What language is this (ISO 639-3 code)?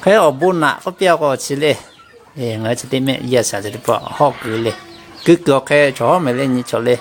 lhu